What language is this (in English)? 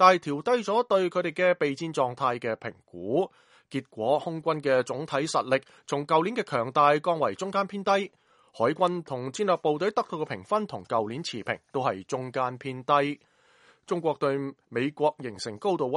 Cantonese